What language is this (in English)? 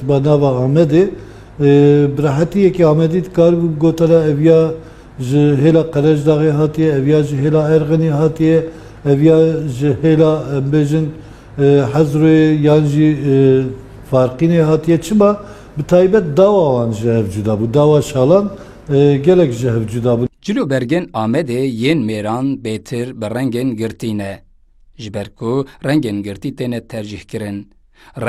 Kurdish